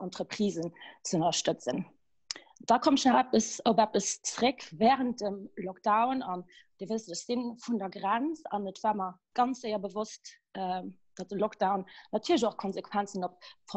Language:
Luxembourgish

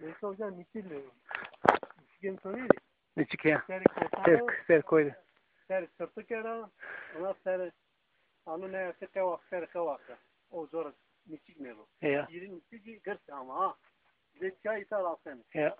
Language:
Zaza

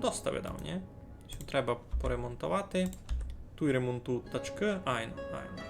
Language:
Rusyn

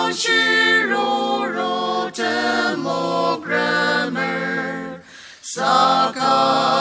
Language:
Ao Naga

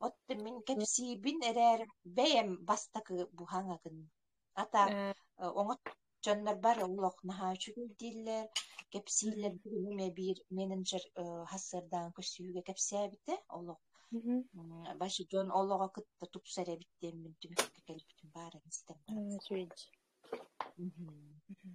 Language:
Yakut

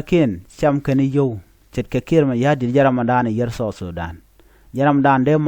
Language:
Nuer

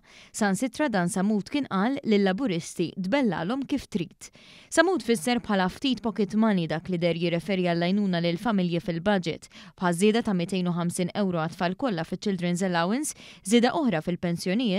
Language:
Maltese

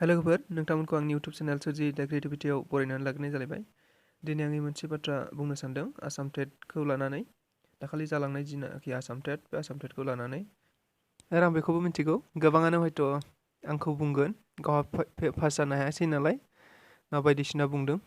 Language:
Bodo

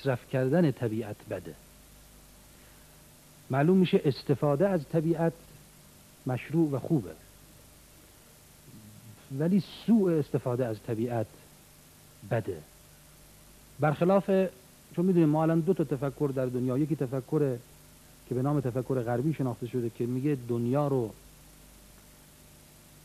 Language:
Persian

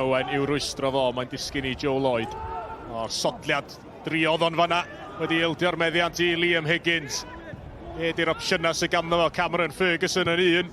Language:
Welsh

